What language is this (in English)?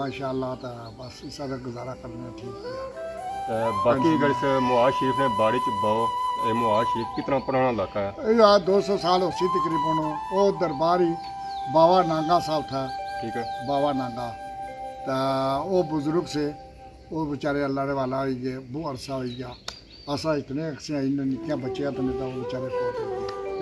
Pahari-Potwari